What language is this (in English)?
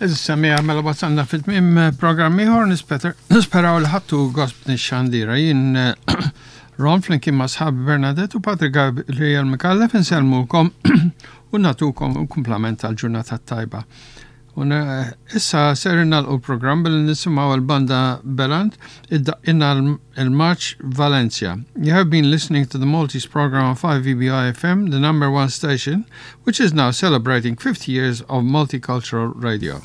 Maltese